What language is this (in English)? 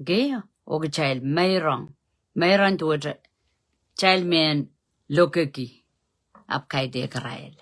Pohnpeian